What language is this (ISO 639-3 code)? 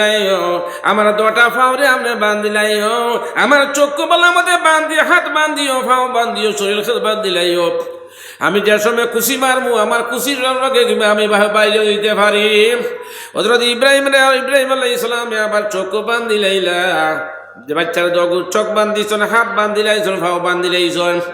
syl